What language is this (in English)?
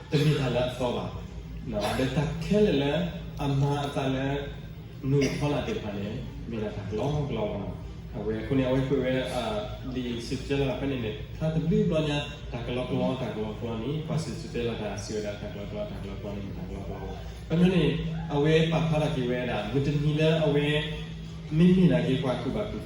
S'gaw Karen